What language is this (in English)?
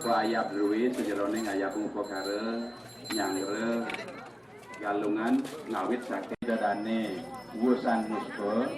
Balinese